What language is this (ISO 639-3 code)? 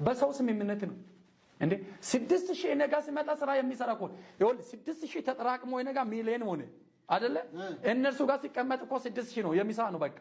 amh